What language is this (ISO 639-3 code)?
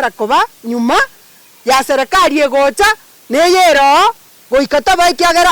guz